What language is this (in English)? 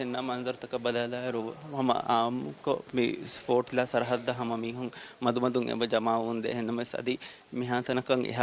Divehi